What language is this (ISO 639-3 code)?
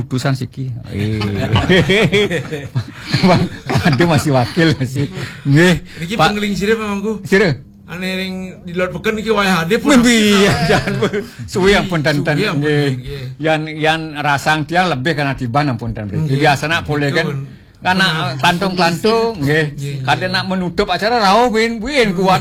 ban